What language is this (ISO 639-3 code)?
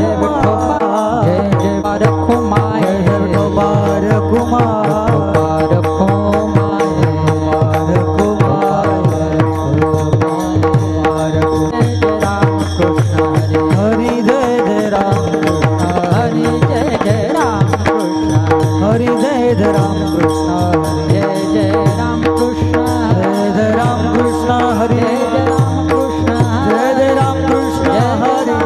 mar